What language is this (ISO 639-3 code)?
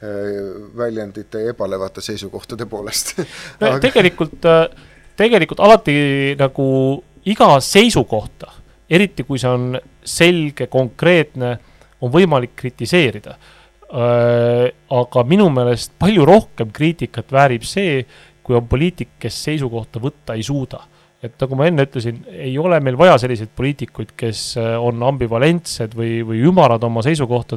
est